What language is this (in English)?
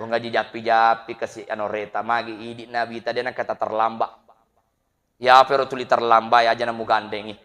Buginese